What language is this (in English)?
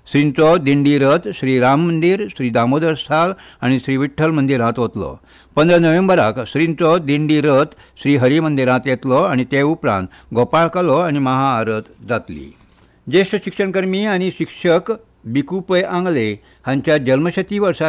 Konkani